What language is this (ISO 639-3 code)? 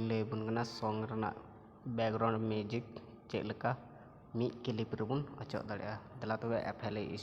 sat